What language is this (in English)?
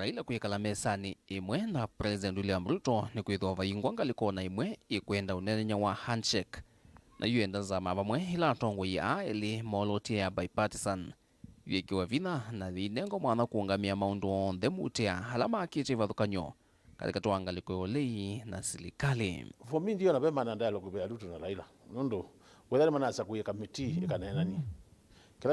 Kamba